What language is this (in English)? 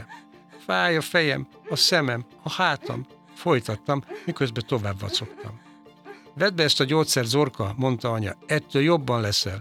Hungarian